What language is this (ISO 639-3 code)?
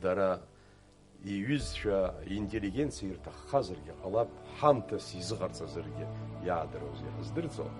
abk